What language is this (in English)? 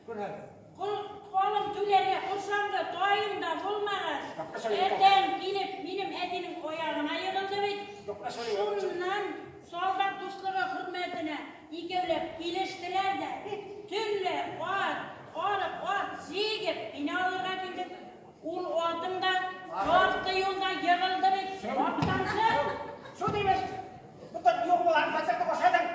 Bashkir